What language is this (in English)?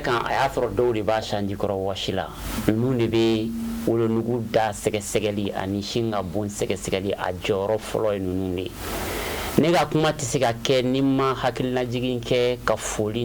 Bambara